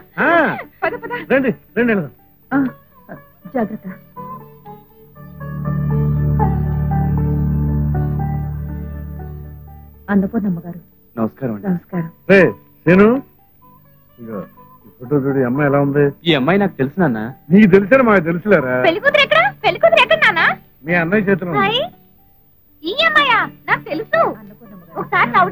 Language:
Telugu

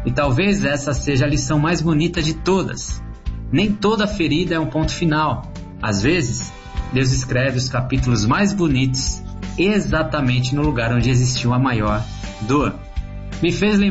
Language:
Portuguese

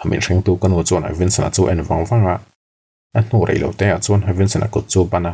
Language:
Mizo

